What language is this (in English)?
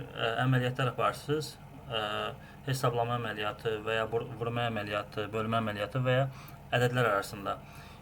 Azerbaijani